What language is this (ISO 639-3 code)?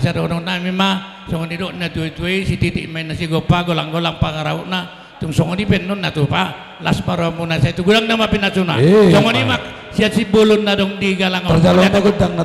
bbc